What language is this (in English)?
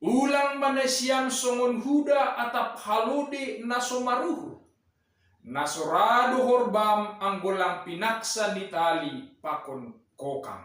Batak Simalungun